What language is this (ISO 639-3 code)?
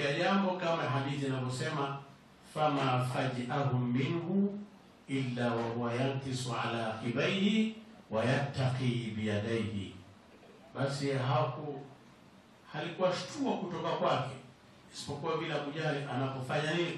swa